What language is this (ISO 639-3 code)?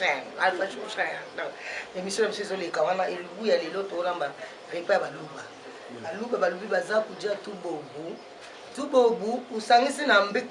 lin